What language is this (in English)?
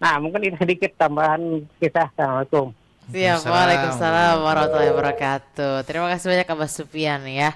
Banjar